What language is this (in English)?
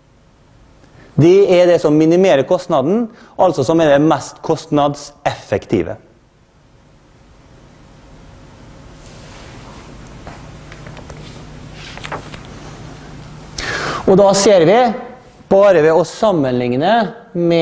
Norwegian